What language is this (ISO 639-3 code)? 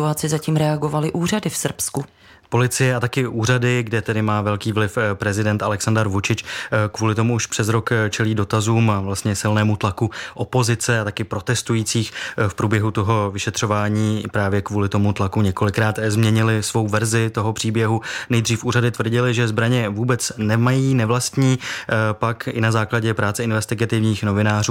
ces